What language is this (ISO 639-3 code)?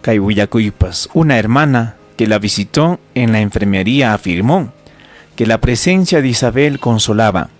quy